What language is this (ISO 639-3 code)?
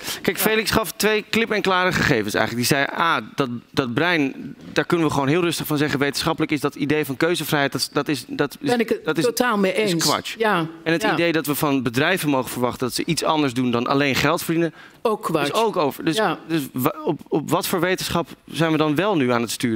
nld